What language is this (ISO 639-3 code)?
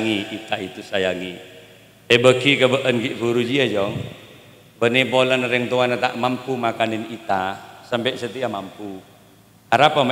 mad